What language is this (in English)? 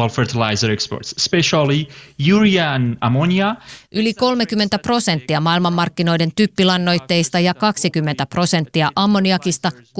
Finnish